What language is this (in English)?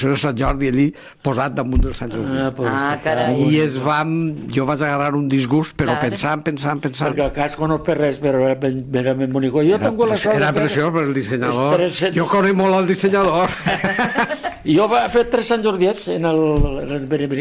Catalan